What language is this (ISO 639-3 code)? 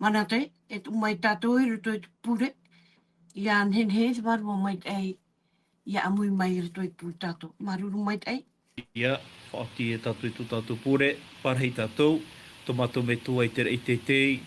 tah